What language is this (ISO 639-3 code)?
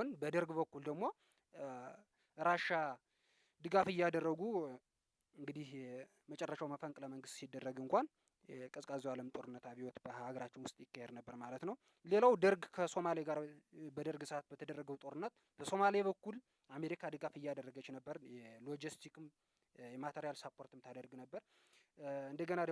amh